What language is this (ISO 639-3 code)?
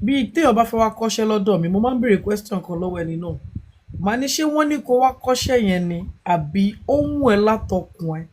yor